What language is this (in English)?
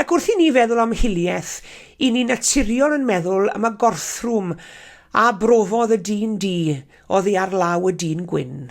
Welsh